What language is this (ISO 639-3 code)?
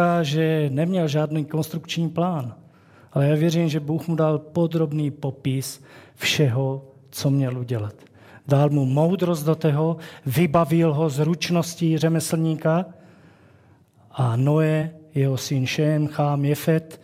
ces